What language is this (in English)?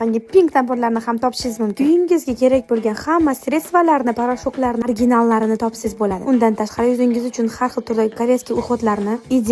Uzbek